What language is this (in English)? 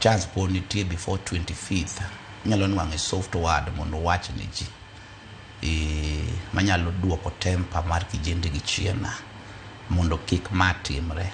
Luo (Kenya and Tanzania)